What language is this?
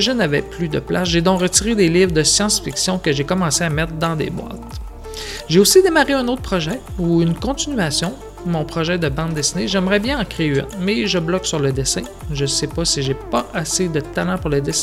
French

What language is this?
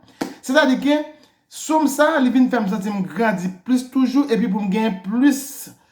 Haitian Creole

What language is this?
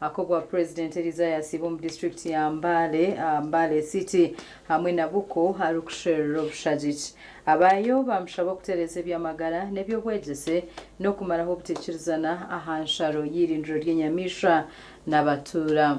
Nyankole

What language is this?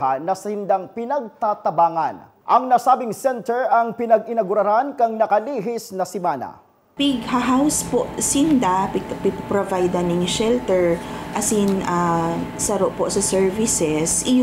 Bikol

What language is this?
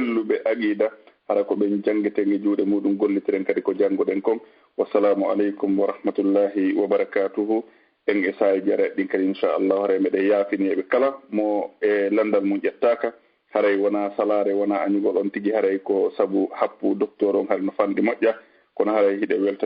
Fula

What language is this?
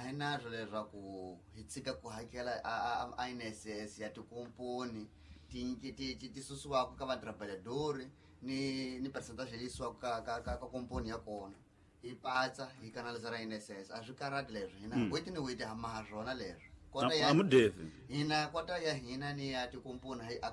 Tsonga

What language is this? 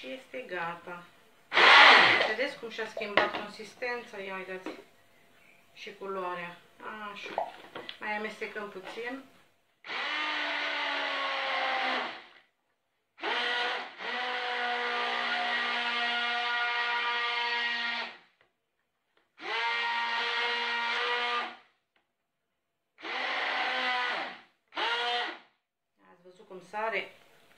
Romanian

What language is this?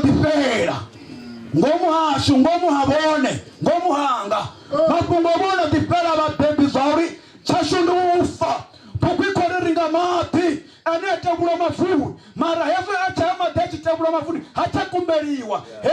Venda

